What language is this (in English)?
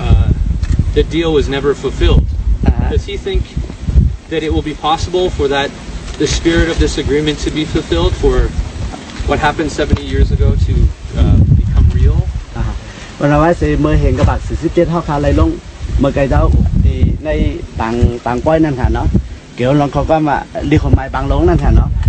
Shan